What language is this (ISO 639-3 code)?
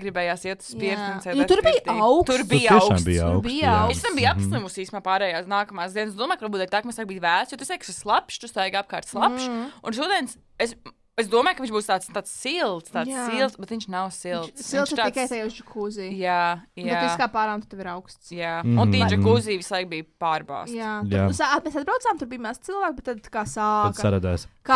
lav